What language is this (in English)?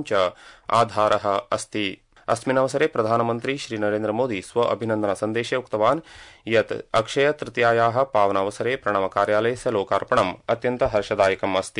Sanskrit